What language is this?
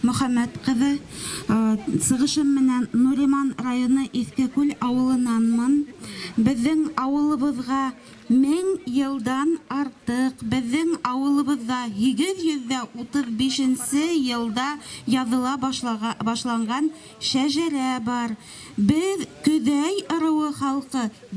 Bashkir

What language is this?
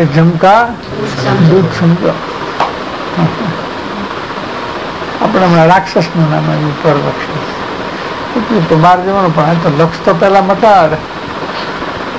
Gujarati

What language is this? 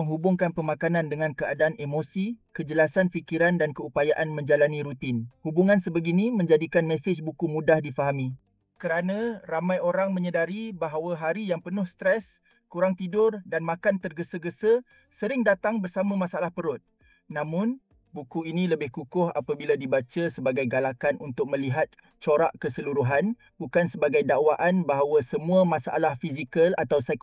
Malay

